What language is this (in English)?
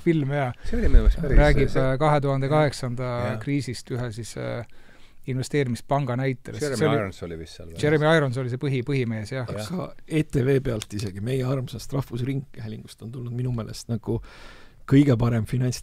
Estonian